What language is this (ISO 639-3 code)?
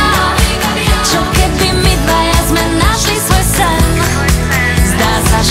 slk